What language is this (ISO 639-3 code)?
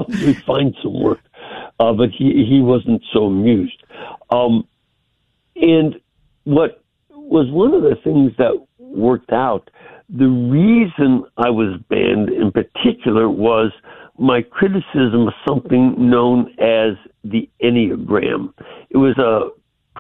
eng